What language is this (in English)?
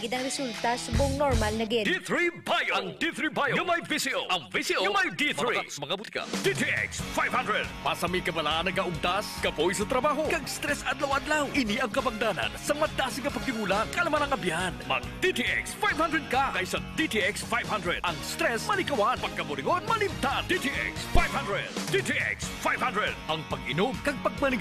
Hiligaynon